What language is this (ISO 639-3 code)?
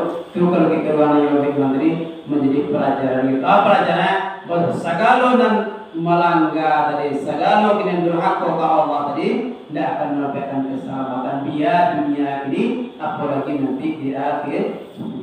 min